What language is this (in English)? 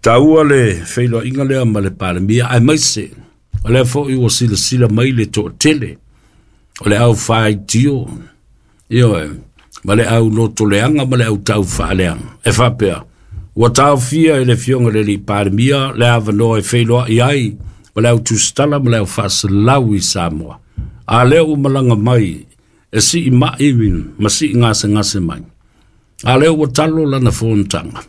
Samoan